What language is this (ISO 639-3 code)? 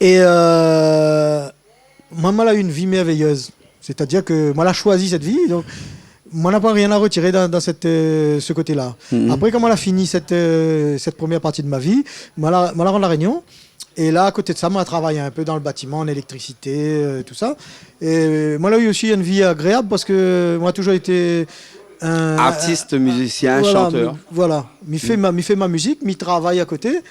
rcf